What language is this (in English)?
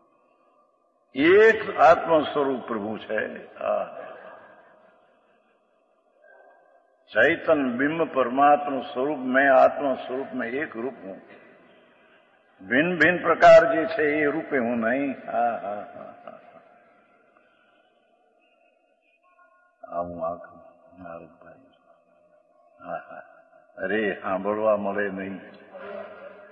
Gujarati